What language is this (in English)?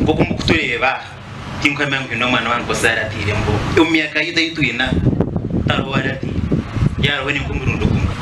Nyankole